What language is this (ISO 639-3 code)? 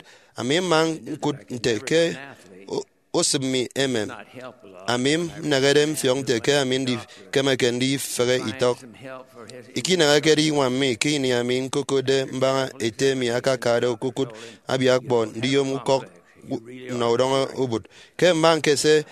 efi